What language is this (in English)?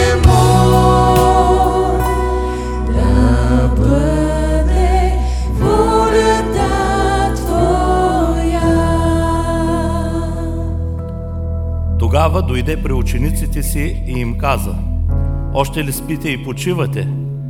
Bulgarian